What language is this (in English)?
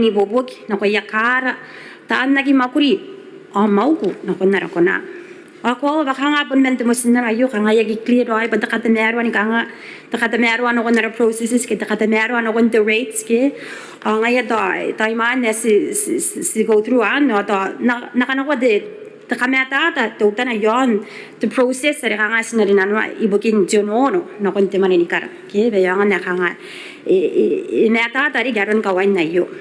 Gilbertese